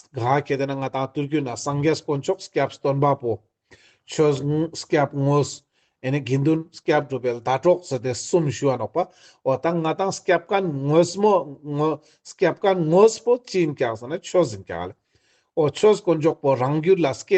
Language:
Ladakhi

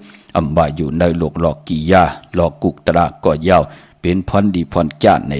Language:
Shan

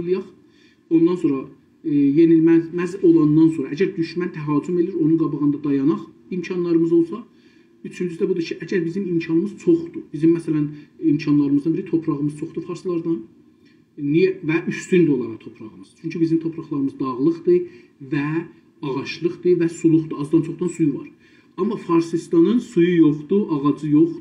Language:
South Azerbaijani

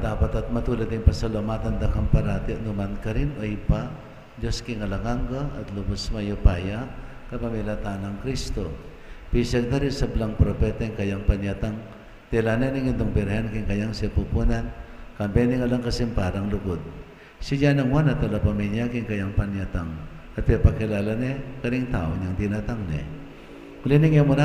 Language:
Pampanga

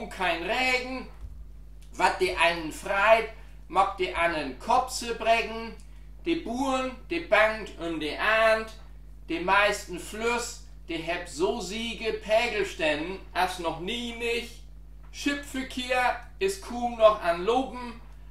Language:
Low German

